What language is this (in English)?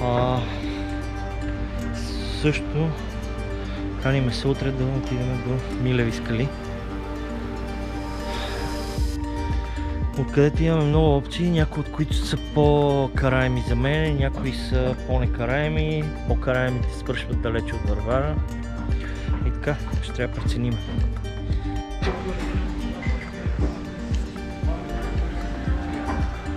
Bulgarian